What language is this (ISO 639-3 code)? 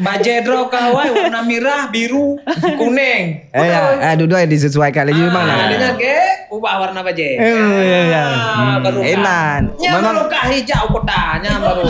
ace